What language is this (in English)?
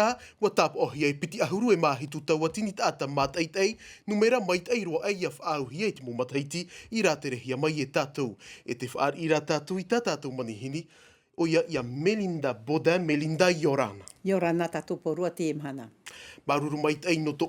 Tahitian